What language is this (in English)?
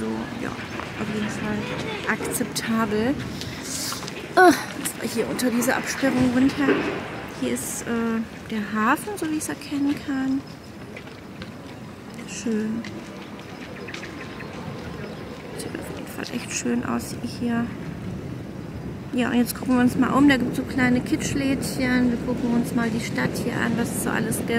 German